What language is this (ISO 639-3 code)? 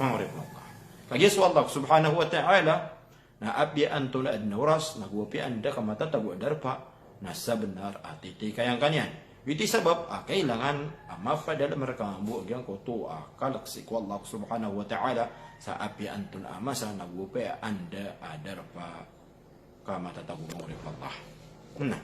mrw